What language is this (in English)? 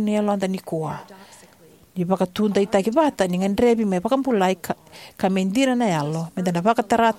Fijian